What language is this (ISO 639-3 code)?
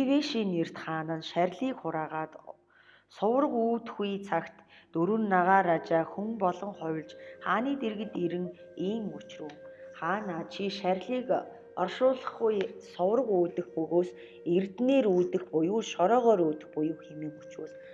mon